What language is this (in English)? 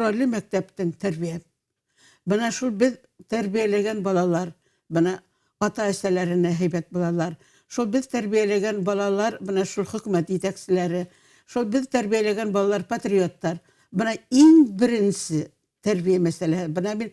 Bashkir